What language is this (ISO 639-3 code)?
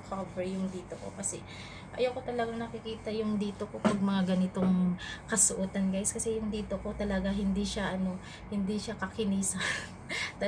fil